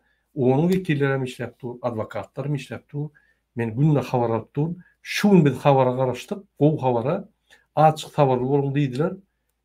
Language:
Turkmen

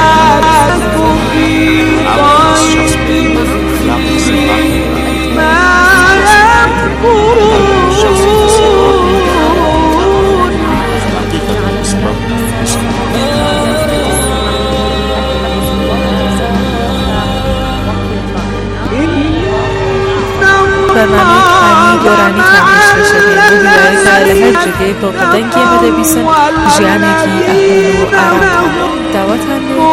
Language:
Arabic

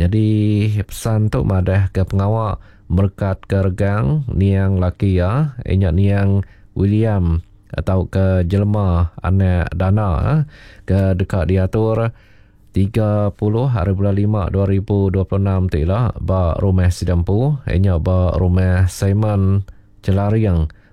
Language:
Iban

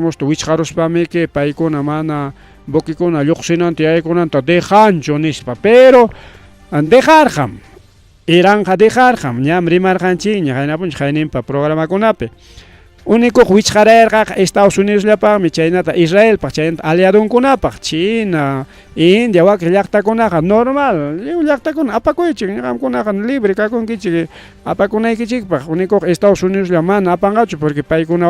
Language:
Ayacucho Quechua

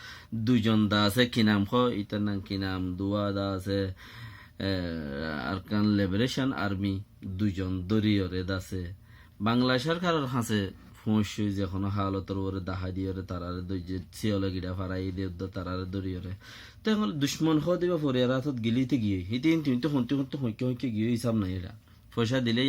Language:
Rohingya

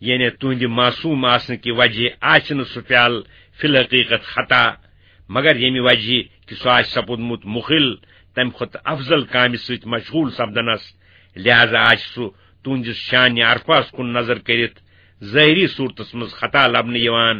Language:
Kashmiri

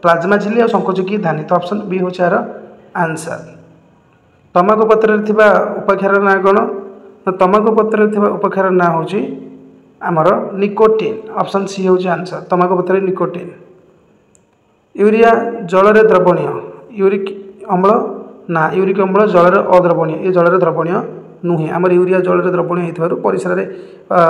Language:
Odia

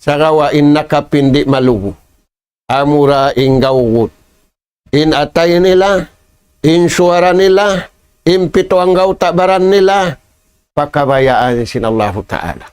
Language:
Tausug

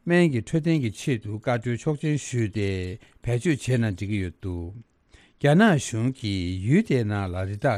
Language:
Tibetan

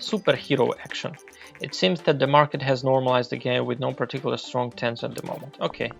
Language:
Rusyn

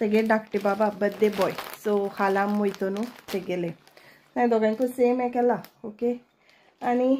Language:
Konkani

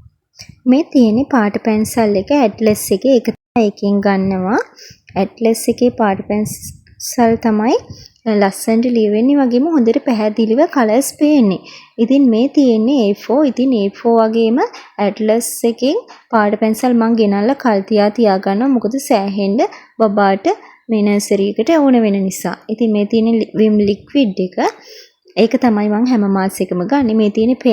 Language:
Sinhala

